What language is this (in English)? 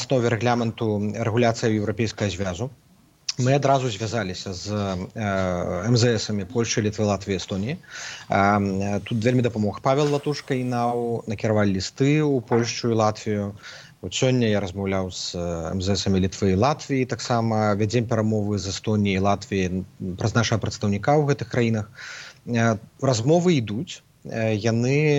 Belarusian